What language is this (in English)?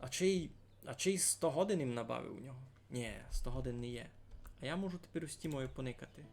Rusyn